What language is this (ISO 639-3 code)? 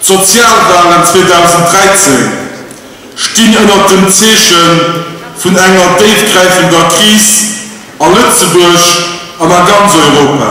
ltz